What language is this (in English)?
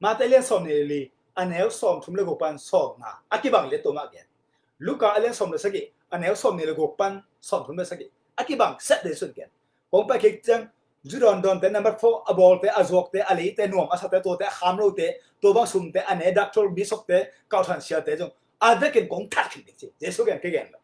Tedim Chin